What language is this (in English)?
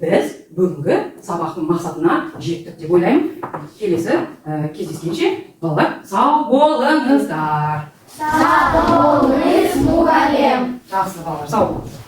Kazakh